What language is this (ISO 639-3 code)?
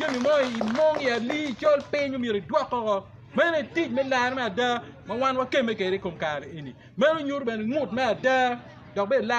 ach